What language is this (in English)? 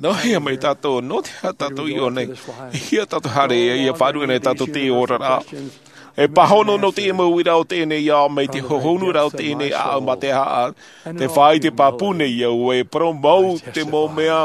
Tahitian